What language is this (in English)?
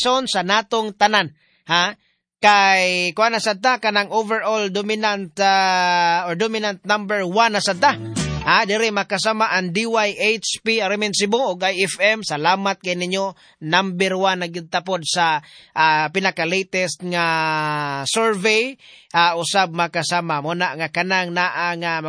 Cebuano